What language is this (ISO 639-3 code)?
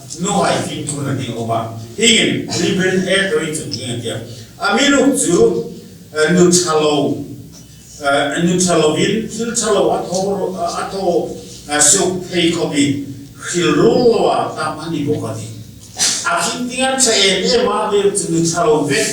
hmr